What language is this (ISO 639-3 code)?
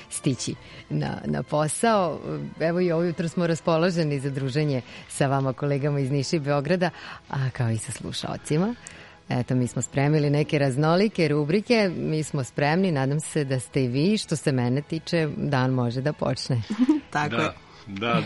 srp